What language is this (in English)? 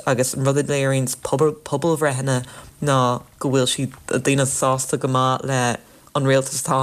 Irish